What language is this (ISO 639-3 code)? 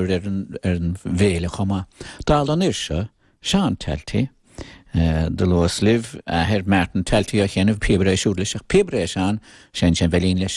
gle